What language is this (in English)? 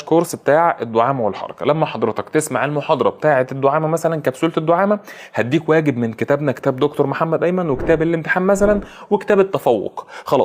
Egyptian Arabic